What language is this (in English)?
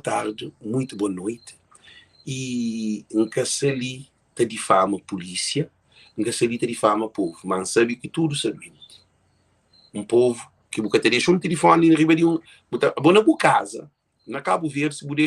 Kabuverdianu